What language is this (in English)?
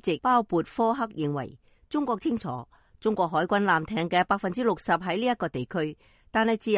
Cantonese